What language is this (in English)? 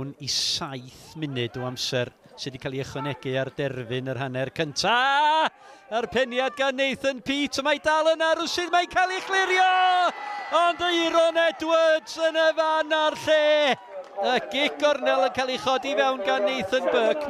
Welsh